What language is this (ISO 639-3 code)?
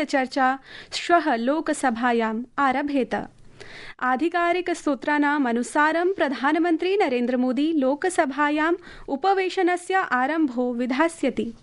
san